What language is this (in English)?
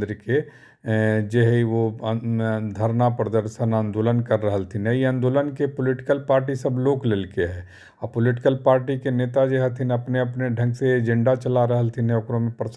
Magahi